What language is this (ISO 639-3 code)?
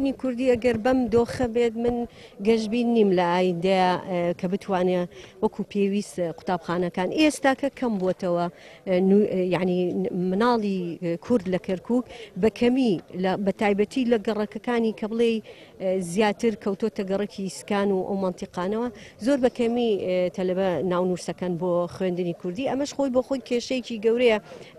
ckb